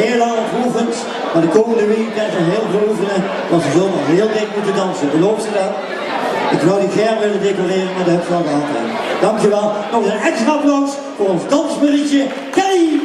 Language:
Limburgish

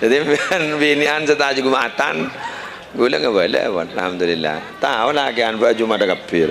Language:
Madurese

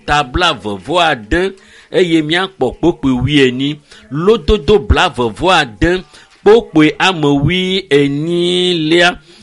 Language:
Ewe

